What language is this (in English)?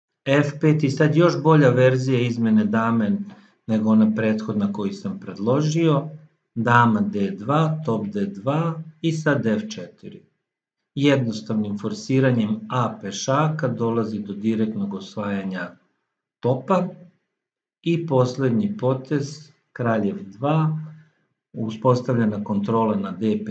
Serbian